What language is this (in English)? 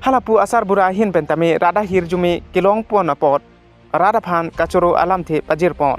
Karbi